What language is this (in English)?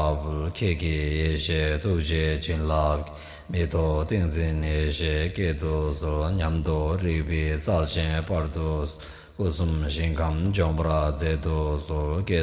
Tibetan